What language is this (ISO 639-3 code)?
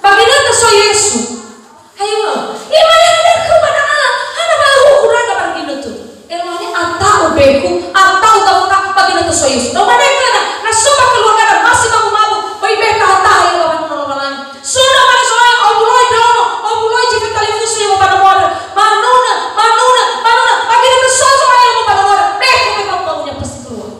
nia